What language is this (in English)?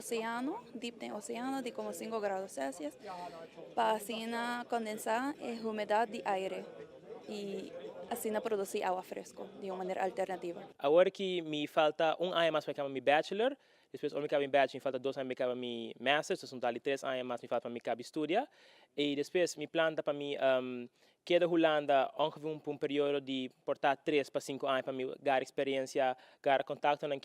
Papiamento